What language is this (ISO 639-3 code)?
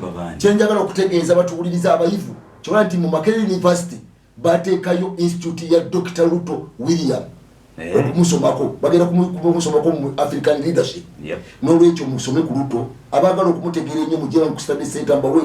lug